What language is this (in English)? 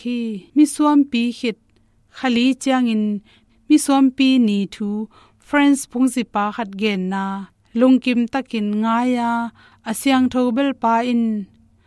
Tedim Chin